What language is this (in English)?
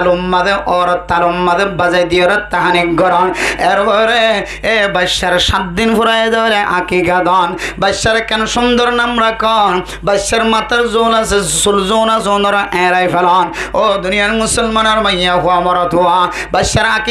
Rohingya